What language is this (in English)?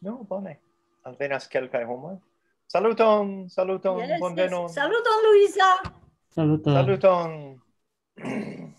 Esperanto